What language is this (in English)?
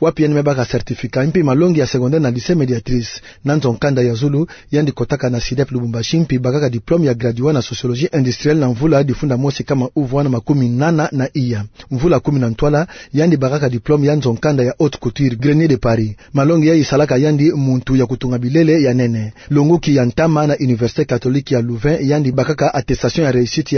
Kituba (Democratic Republic of Congo)